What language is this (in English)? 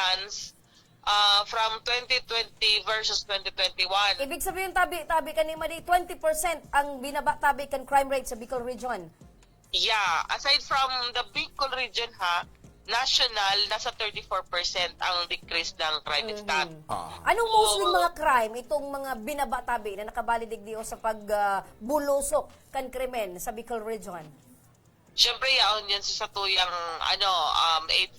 Bikol